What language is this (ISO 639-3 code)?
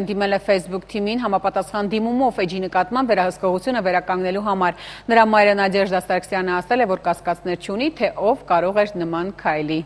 hye